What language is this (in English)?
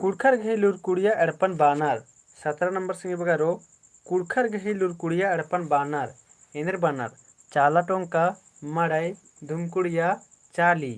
Kurukh